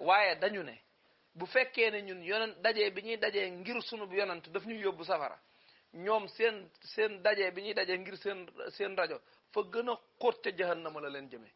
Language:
Wolof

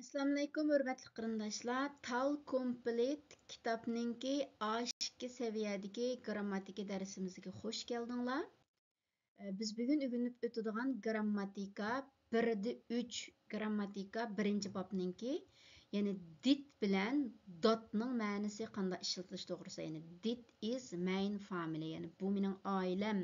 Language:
Uyghur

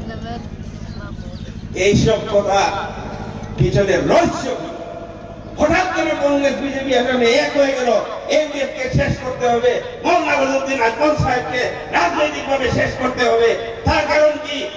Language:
Bangla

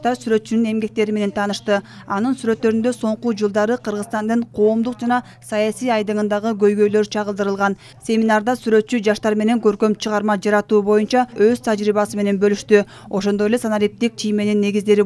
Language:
Kyrgyz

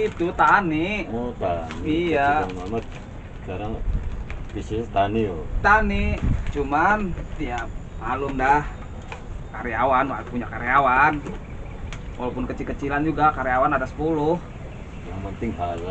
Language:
Betawi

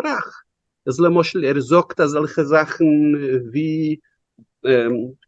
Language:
Yiddish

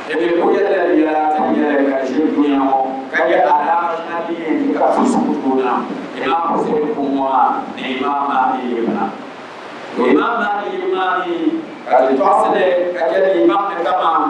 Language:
Dagbani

